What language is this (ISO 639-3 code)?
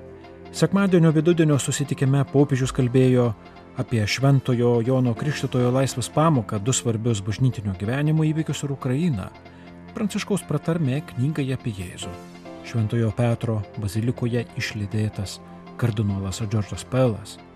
lit